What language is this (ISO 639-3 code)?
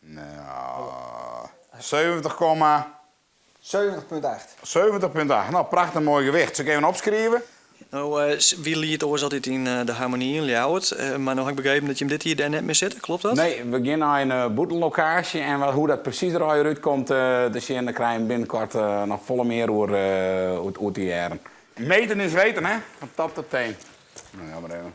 fry